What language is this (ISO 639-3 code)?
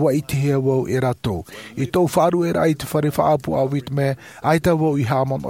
tah